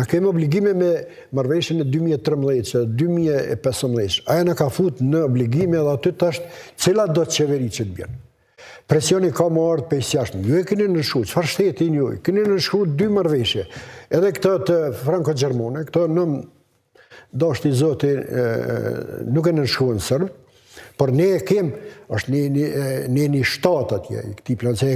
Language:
Albanian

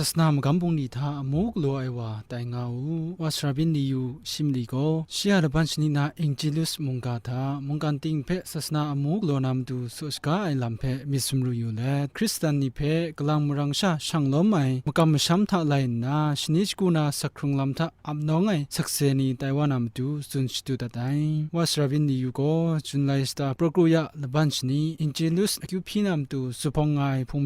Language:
Kachin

